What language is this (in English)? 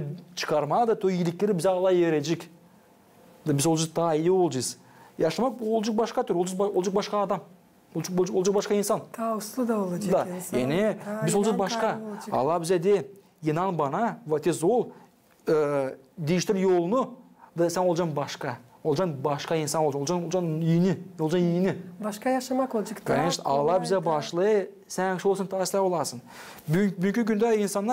Gagauz